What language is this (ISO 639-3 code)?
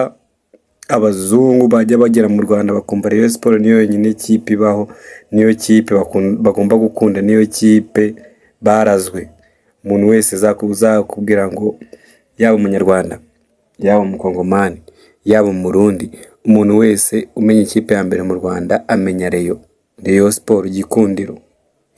kin